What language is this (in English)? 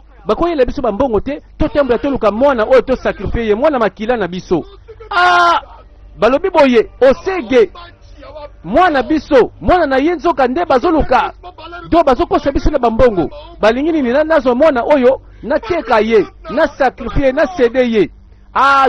Lingala